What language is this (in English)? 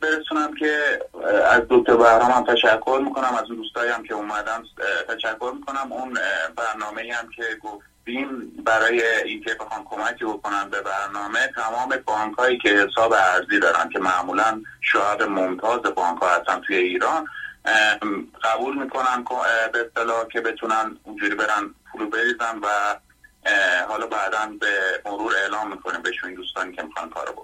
Persian